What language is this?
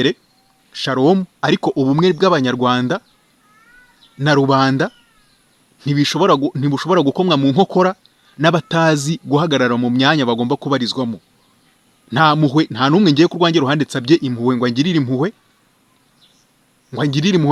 Kinyarwanda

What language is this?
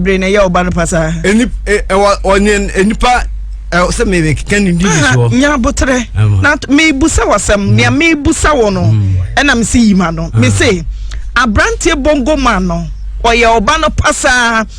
Akan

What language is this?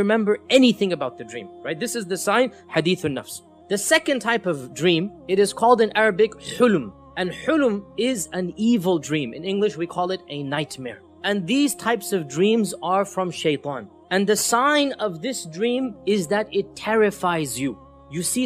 English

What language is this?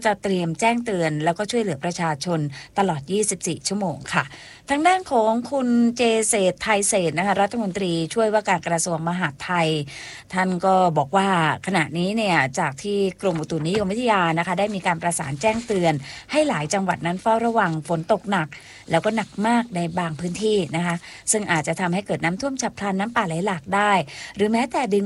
Thai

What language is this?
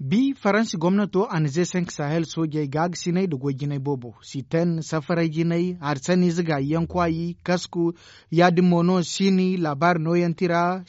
Zarma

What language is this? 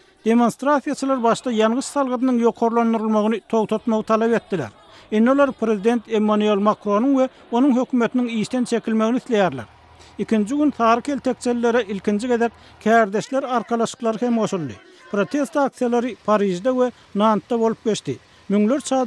Turkmen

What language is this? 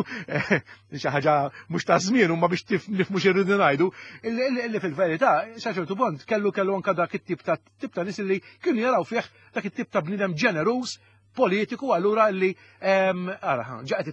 Maltese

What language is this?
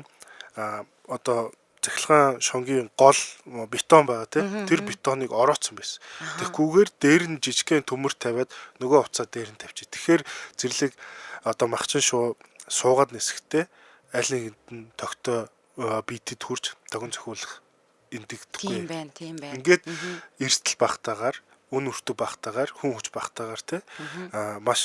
Mongolian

